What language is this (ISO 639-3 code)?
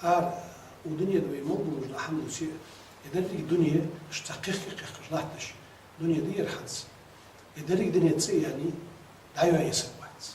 inh